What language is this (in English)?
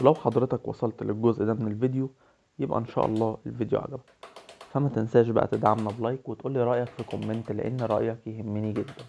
Egyptian Arabic